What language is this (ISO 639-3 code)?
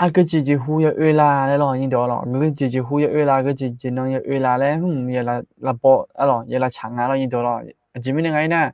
ahk